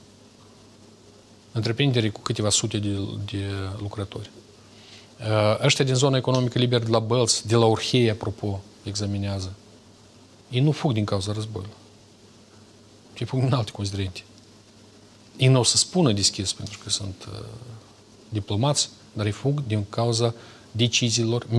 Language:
Romanian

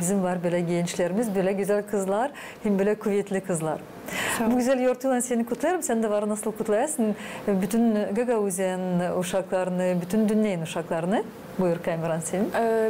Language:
Gagauz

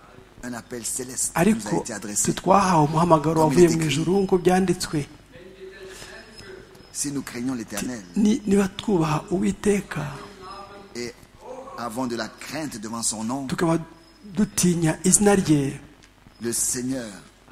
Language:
Kinyarwanda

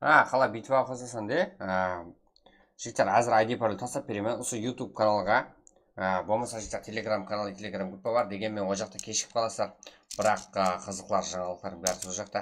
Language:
Kara-Kalpak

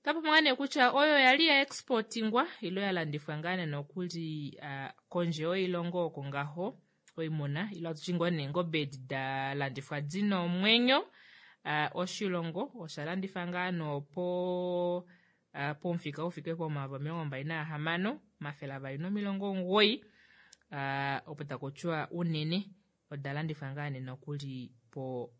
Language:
Kuanyama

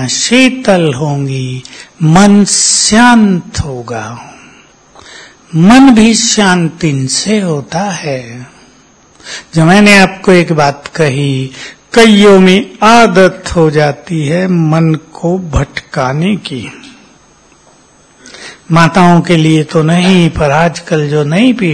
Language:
Hindi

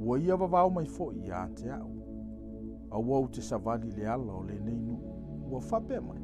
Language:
Samoan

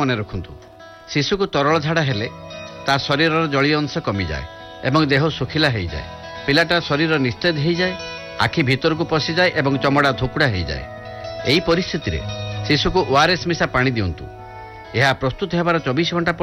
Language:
Odia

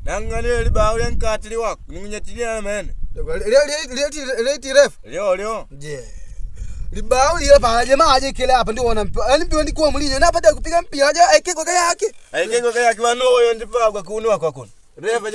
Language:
Makonde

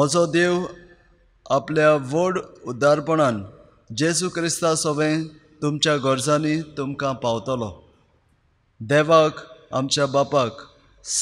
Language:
Konkani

